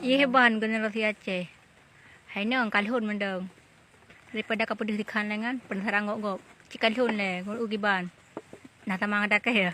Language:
Achinese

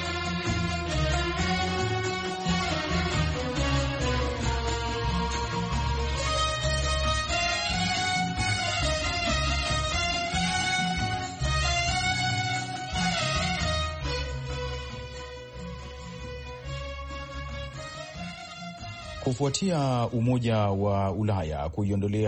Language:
Swahili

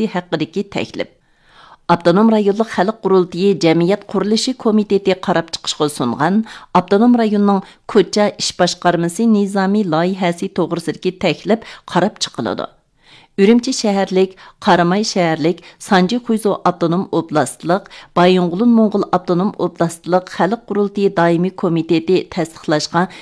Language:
Uyghur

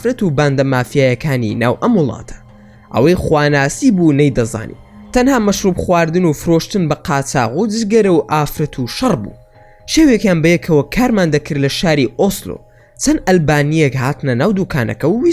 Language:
Central Kurdish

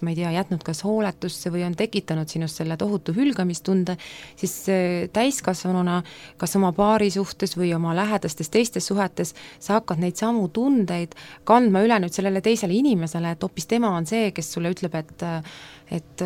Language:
Estonian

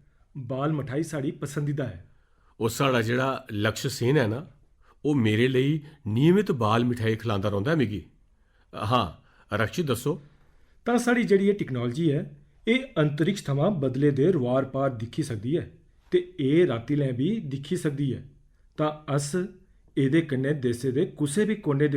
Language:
Dogri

